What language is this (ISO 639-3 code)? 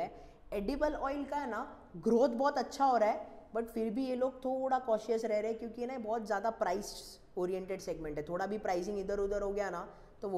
hin